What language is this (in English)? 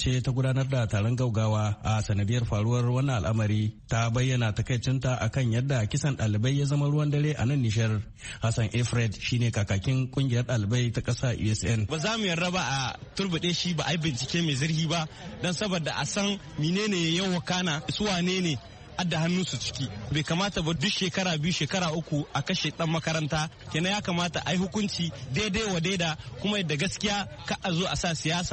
Hausa